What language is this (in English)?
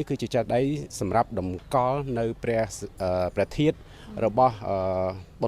Khmer